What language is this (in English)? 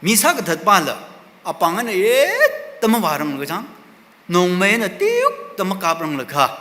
Tangkhul Naga (India)